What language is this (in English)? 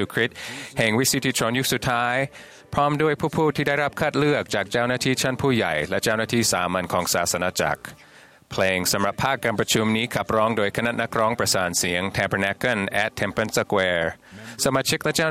Thai